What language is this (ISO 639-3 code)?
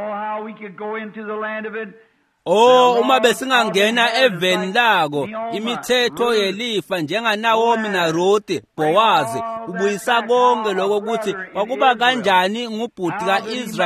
ssw